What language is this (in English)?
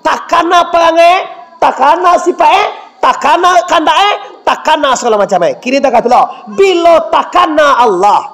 Minangkabau